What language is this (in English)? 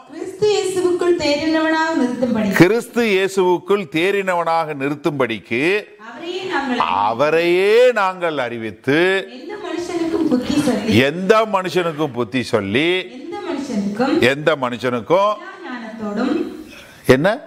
Tamil